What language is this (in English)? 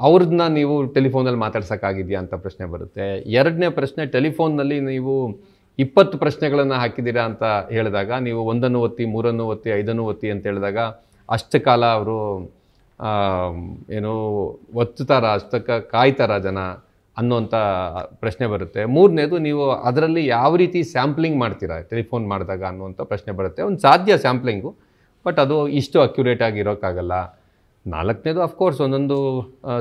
Kannada